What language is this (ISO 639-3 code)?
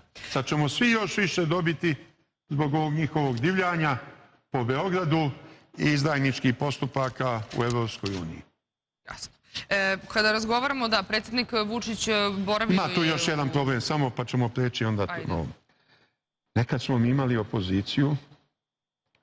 srp